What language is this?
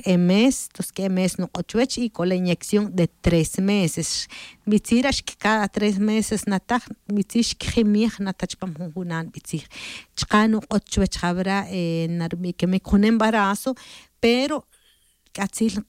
Tz'utujil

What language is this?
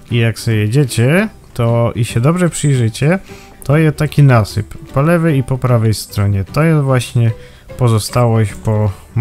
Silesian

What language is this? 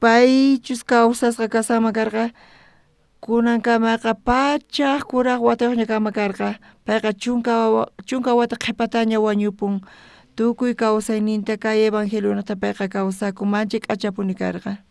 South Bolivian Quechua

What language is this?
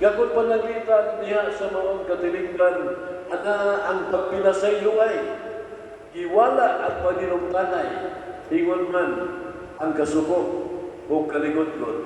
Cebuano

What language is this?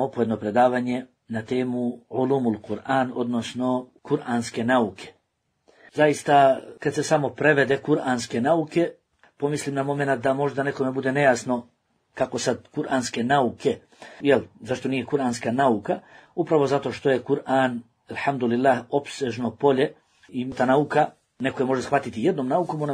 Bosnian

